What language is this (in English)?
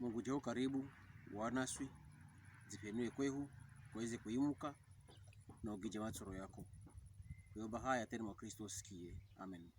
Pokomo